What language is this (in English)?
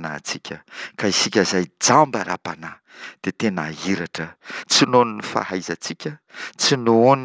Malagasy